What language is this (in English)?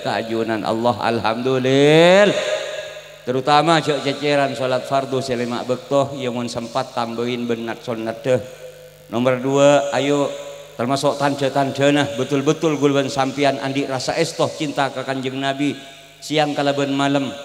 Madurese